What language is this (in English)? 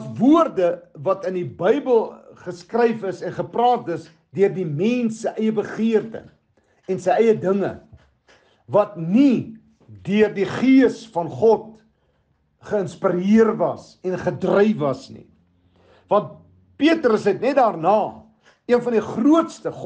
Afrikaans